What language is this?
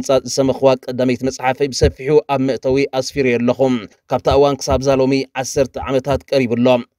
Tigrinya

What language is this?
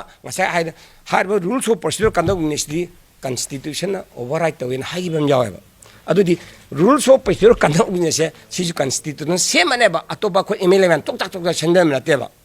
Manipuri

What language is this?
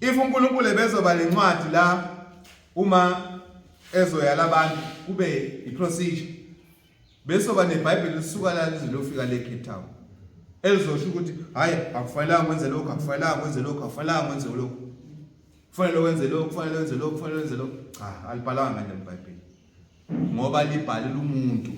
Zulu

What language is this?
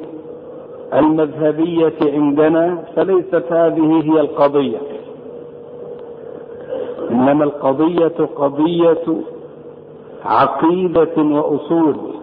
Arabic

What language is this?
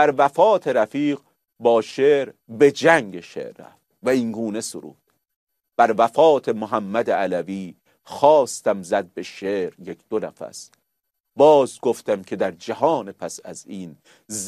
Persian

